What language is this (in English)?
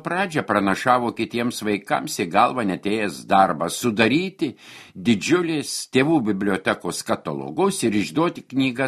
Lithuanian